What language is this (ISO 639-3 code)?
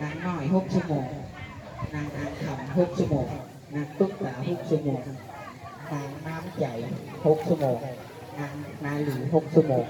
tts